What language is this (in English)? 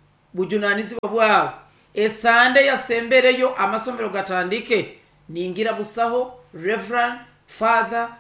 Nyoro